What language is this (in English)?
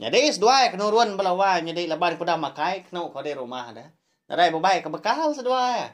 Iban